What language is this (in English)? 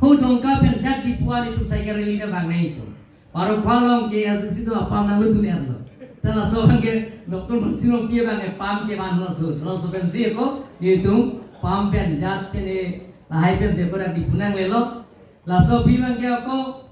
Karbi